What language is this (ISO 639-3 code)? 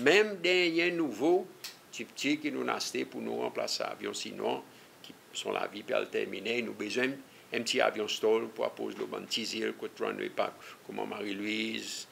crs